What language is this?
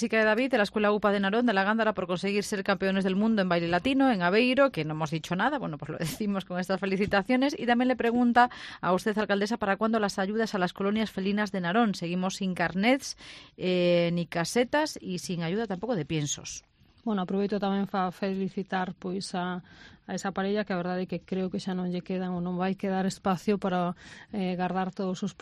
Galician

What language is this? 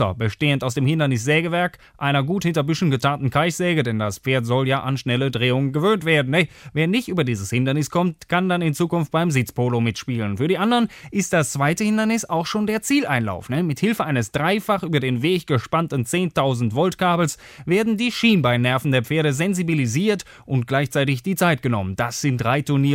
German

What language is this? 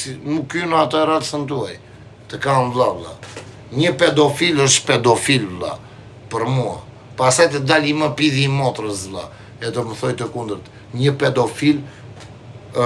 Albanian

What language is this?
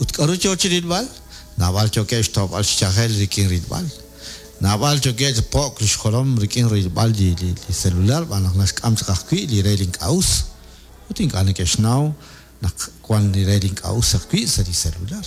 Kekchí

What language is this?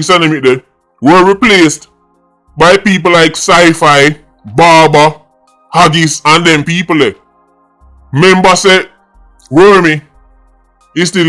Jamaican Creole English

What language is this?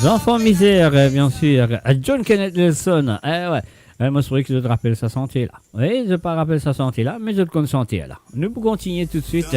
Morisyen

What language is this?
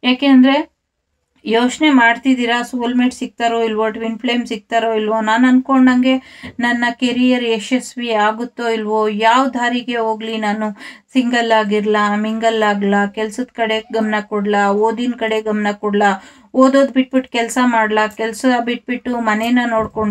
Kannada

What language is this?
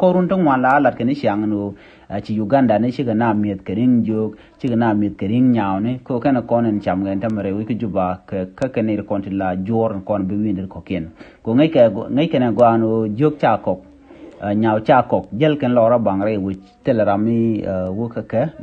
Nuer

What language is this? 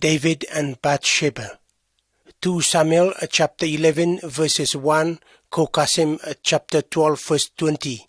Pijin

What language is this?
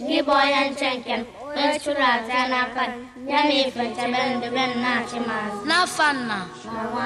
Igbo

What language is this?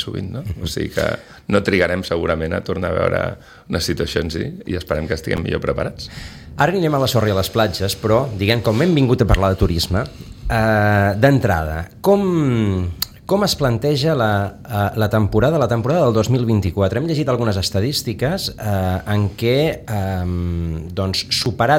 Catalan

